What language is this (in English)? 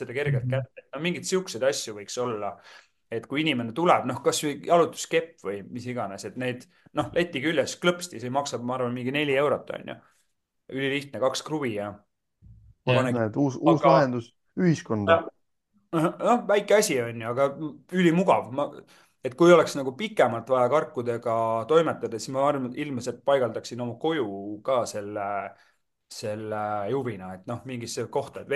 Estonian